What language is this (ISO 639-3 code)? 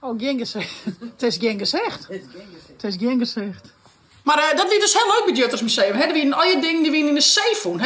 fry